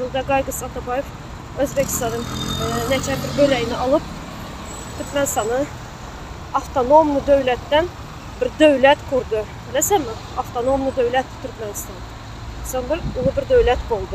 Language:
Turkmen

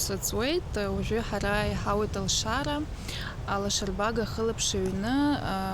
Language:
Abkhazian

